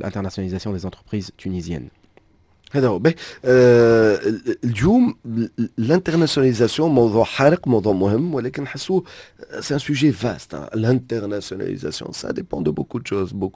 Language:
Tunisian Arabic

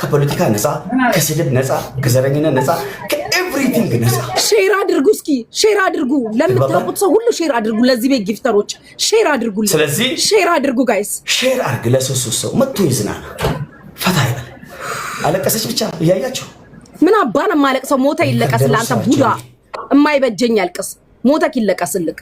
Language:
Amharic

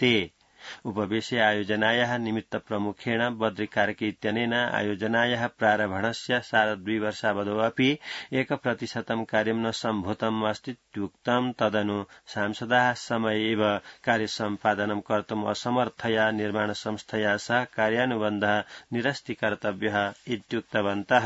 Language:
Sanskrit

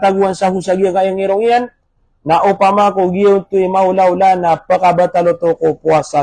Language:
Maranao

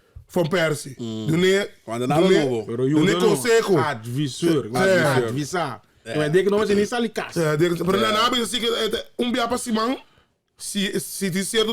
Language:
Papiamento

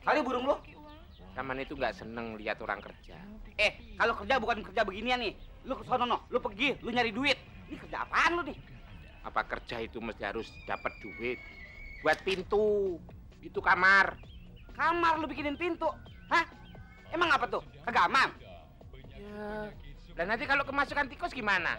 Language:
Betawi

